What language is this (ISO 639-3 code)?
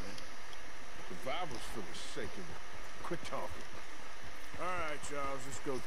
eng